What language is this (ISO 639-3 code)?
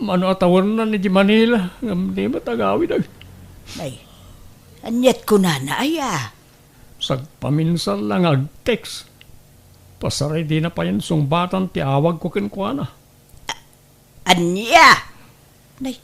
ilo